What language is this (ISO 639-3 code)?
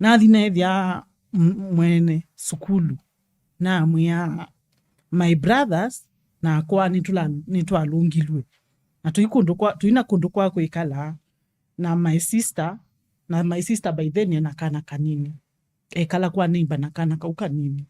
kam